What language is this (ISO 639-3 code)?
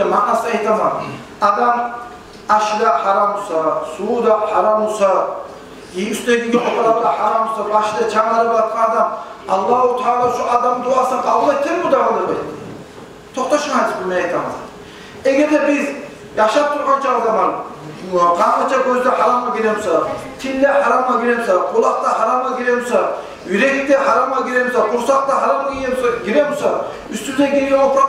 kum